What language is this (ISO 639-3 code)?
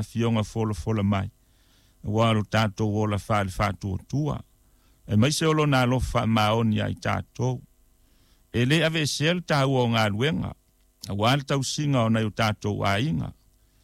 smo